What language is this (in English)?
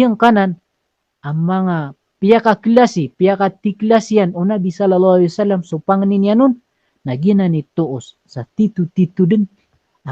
Maranao